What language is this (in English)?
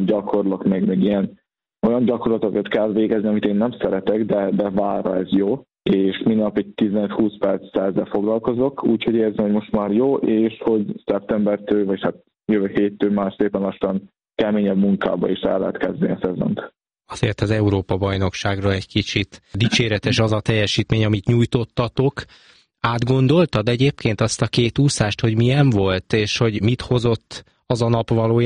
Hungarian